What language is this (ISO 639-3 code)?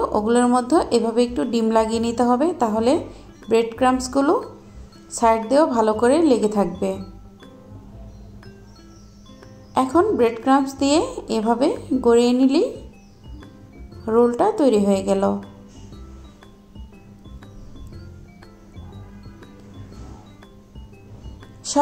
ben